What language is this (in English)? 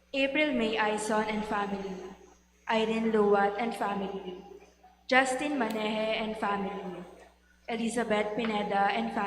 Pampanga